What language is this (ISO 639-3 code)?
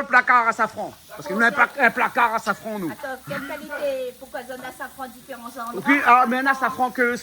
rcf